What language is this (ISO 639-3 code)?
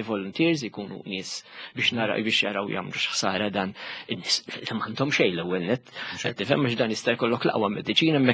mlt